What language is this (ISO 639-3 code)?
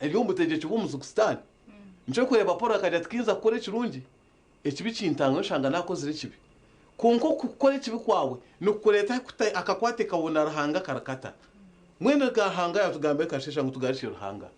nyn